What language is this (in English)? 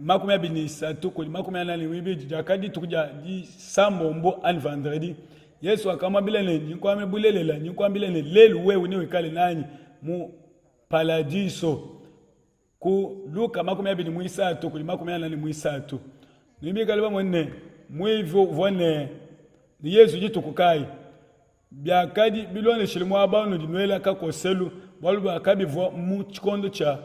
Luba-Lulua